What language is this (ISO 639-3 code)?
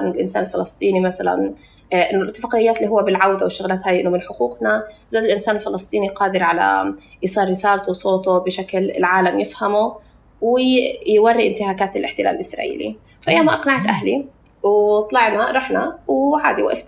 apc